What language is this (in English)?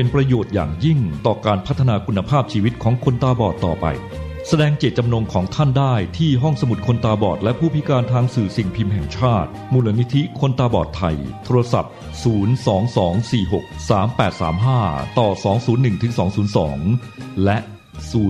Thai